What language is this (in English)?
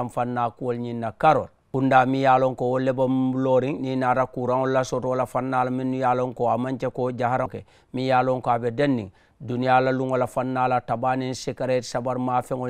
Mandingo